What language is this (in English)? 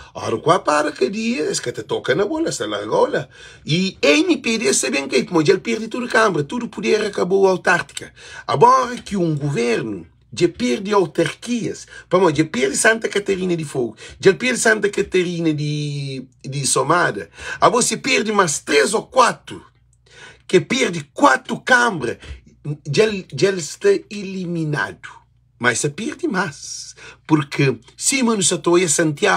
Kabuverdianu